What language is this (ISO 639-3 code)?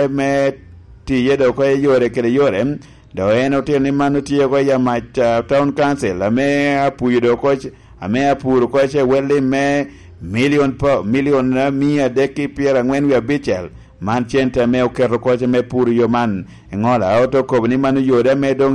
laj